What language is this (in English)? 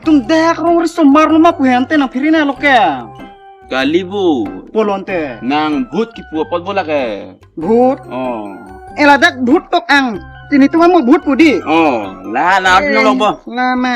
Karbi